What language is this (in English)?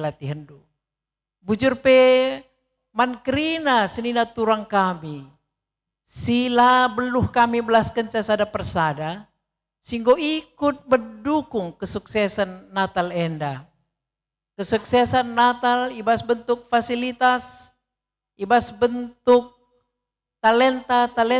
Batak Karo